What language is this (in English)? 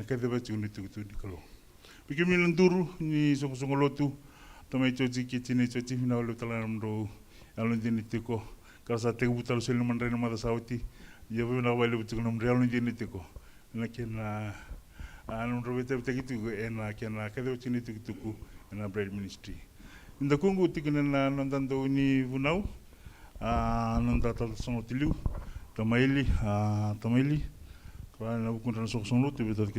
Fijian